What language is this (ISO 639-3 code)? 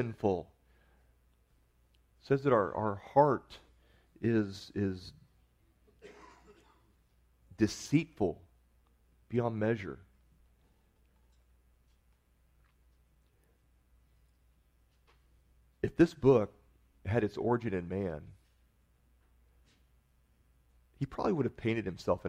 eng